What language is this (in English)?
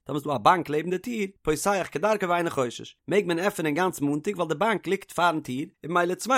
Yiddish